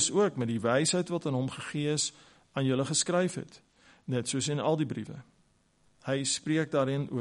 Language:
Afrikaans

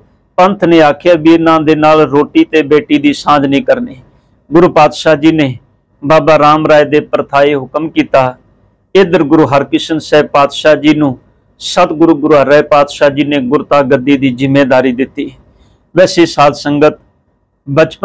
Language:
Punjabi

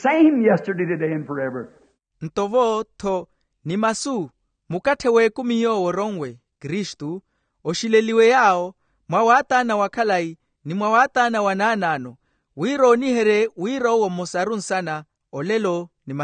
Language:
Makhuwa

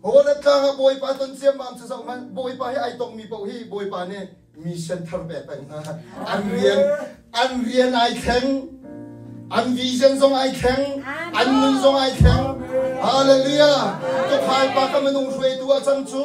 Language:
Hakha Chin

